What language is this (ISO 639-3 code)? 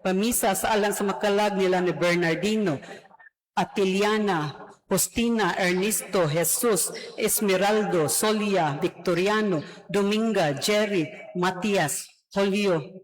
ceb